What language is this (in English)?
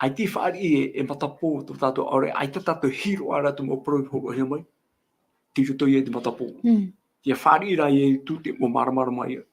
Tahitian